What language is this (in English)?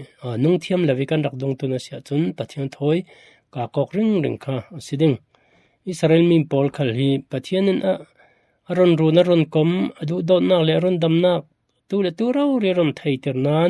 Falam Chin